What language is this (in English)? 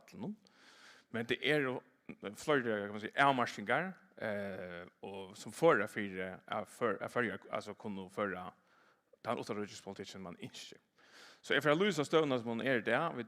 Faroese